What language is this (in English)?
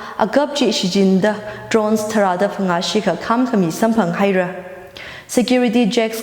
Tangkhul Naga (India)